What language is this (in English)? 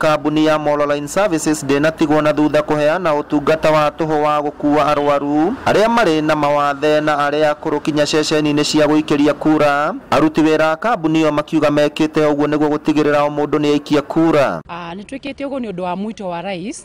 Kikuyu